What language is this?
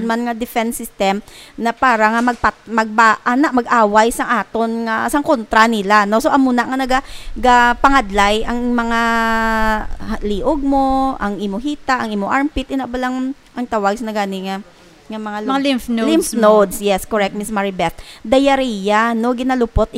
Hiligaynon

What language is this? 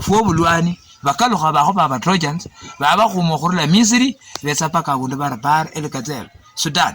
Luyia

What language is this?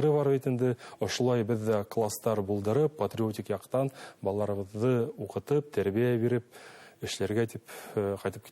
Bashkir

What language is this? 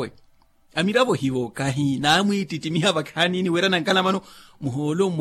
Makhuwa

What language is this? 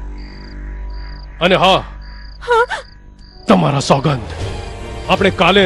Gujarati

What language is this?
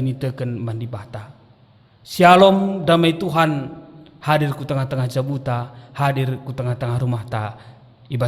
Batak Karo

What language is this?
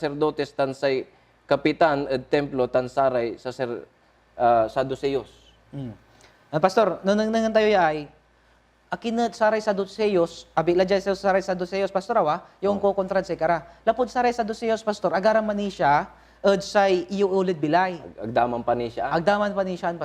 Pangasinan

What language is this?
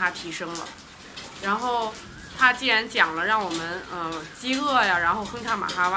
Chinese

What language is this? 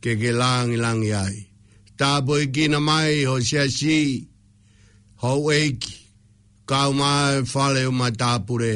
Tongan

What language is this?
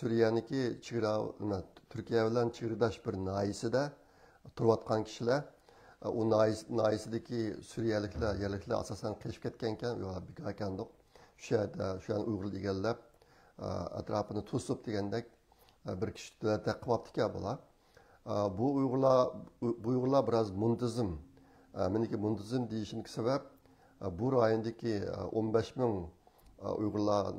Uyghur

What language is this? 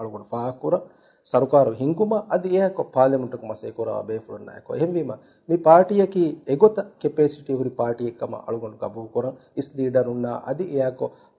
Divehi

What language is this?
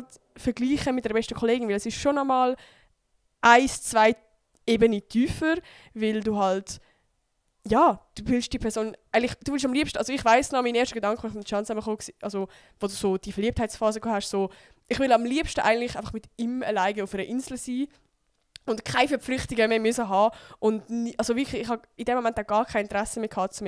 Swiss German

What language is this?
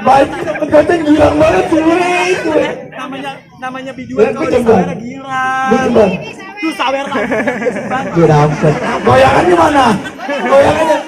Betawi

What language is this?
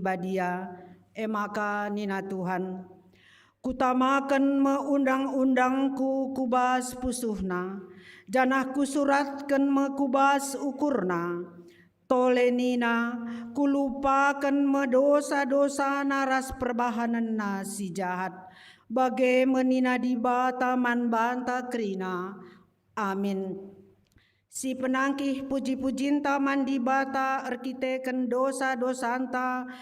Batak Karo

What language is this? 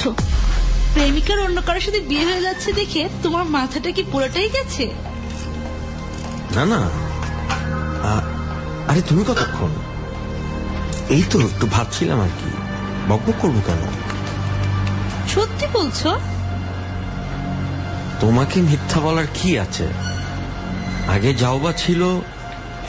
Bangla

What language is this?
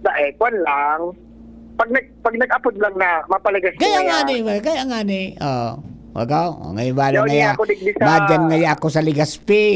Bikol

